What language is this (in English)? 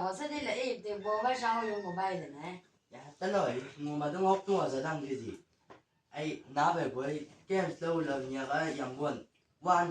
Chang Naga